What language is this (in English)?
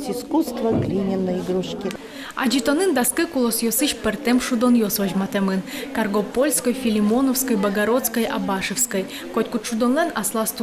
Udmurt